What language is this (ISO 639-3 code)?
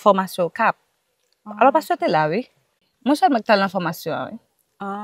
hat